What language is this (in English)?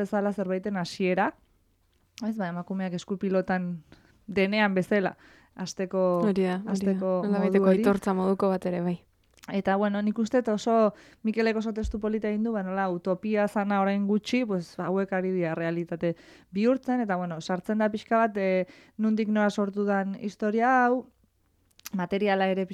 Basque